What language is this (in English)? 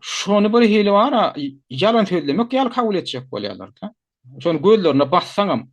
Turkmen